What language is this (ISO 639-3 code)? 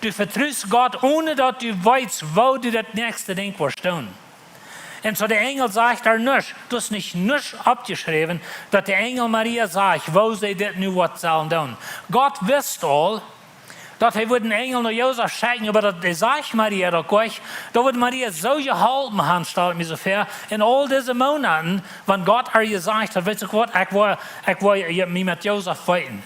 pdt